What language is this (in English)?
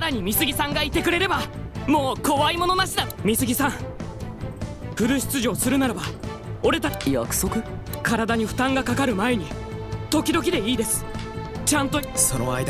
Japanese